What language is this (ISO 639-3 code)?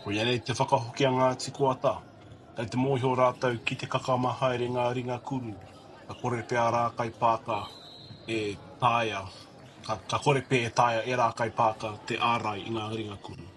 mri